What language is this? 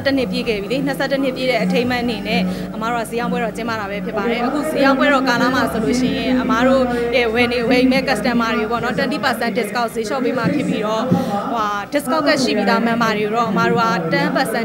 Burmese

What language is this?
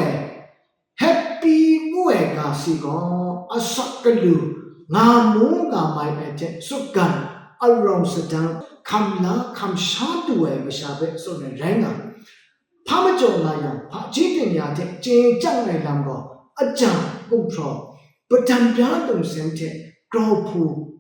Kachin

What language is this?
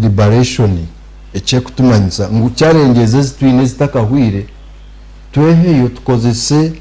Nyankole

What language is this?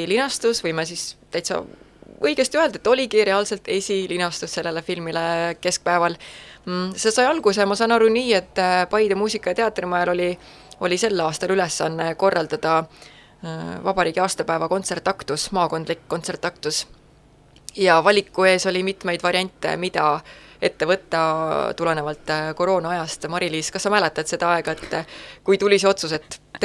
Estonian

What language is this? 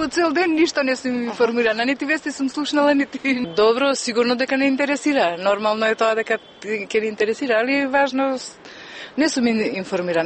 Macedonian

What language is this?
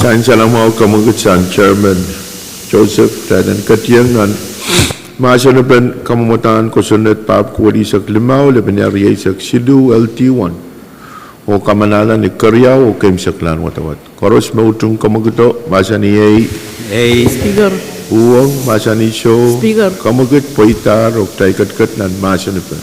Pohnpeian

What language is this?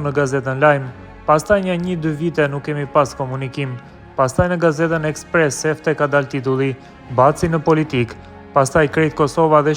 Albanian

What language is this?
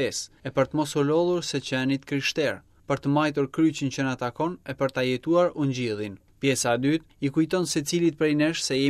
Albanian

